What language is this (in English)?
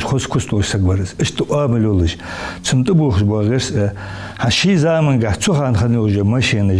Ingush